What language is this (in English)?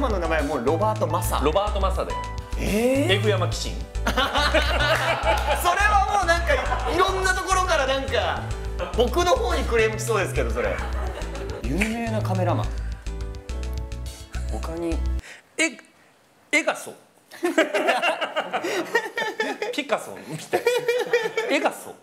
Japanese